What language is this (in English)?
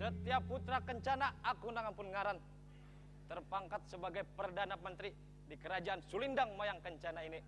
Banjar